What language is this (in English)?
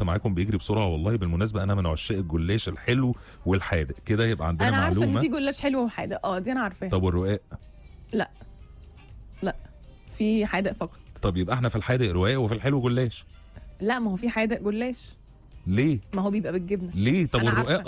Egyptian Arabic